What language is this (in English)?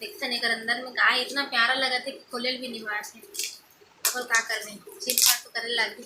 Chhattisgarhi